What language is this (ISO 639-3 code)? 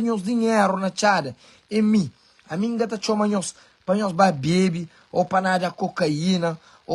kea